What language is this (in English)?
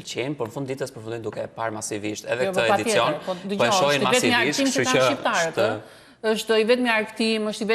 Albanian